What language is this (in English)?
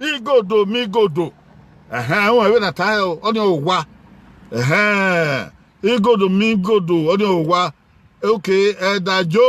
Bini